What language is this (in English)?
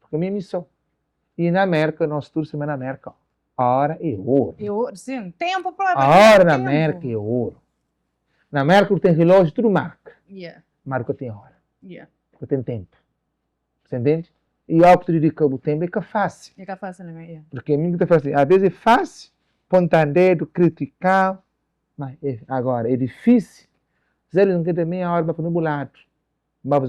Kabuverdianu